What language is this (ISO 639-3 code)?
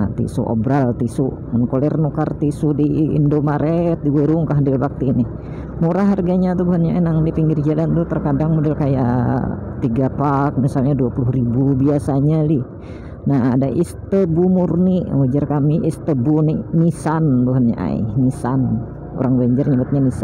bjn